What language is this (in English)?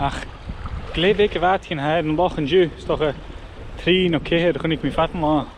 Scottish Gaelic